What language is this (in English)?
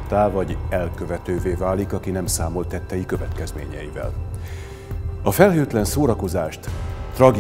Hungarian